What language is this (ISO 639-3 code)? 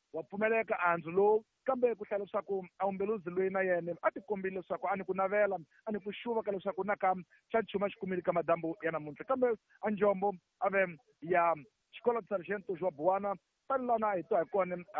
tso